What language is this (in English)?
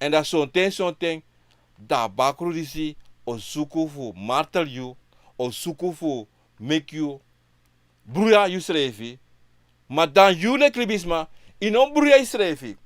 Sranan Tongo